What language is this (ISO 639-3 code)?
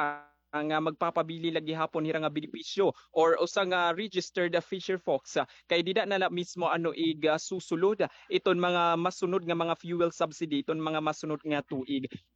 war